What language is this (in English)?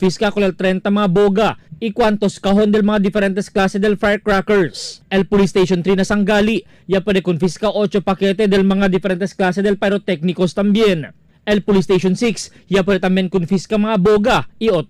Chavacano